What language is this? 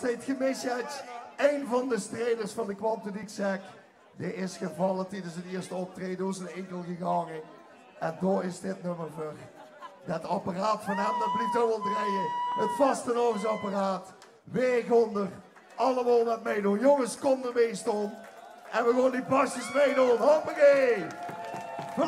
Limburgish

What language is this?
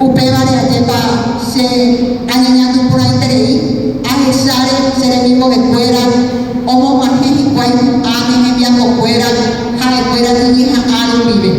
Guarani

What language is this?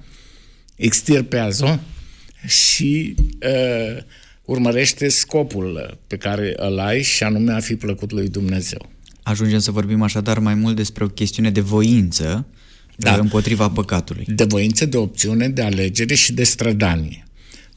Romanian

